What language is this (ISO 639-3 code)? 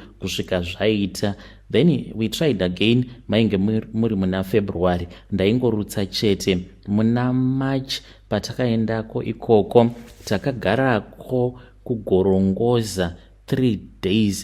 sna